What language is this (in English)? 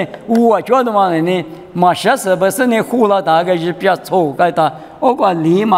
Lisu